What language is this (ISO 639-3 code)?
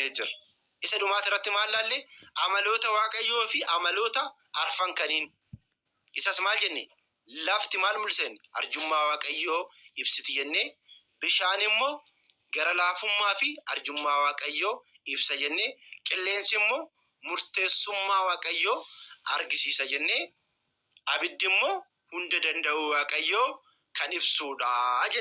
orm